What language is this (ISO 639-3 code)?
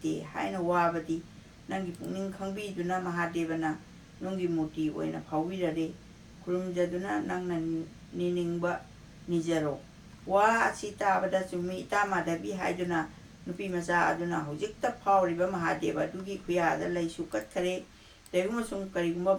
mni